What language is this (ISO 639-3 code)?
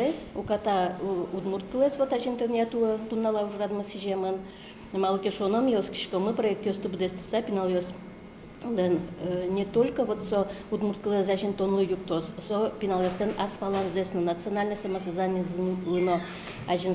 udm